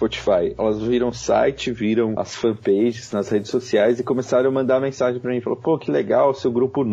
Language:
Portuguese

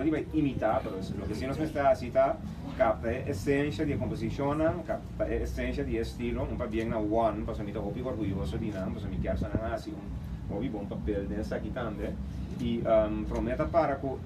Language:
Papiamento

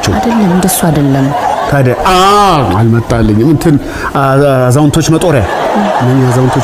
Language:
Amharic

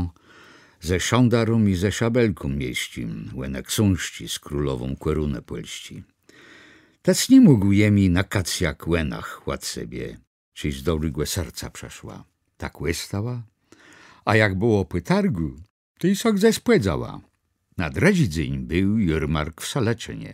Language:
Kashubian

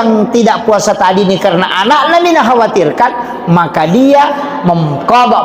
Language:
Buginese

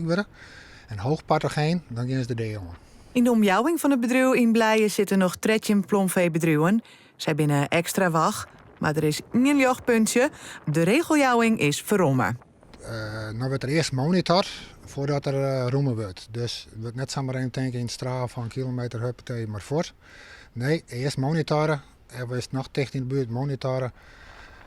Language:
Western Frisian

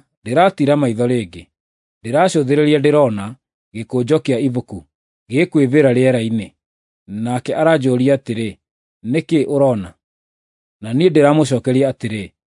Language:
Kikuyu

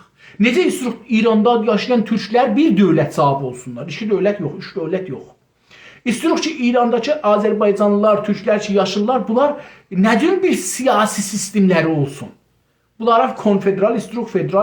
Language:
South Azerbaijani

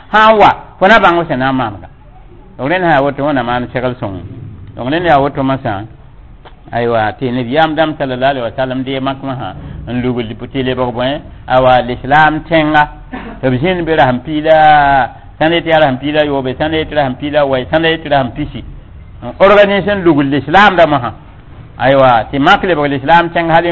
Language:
Mossi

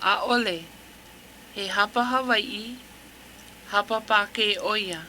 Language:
Hawaiian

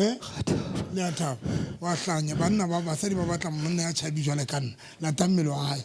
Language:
Southern Sotho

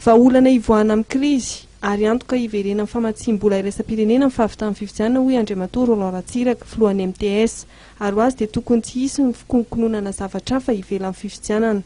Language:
Malagasy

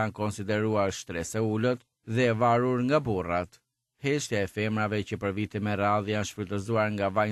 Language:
Albanian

